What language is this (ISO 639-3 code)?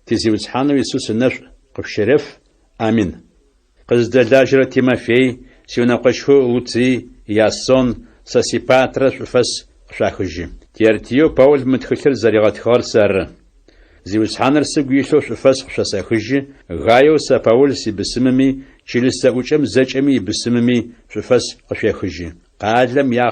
ady